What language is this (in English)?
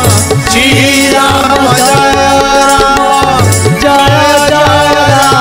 Odia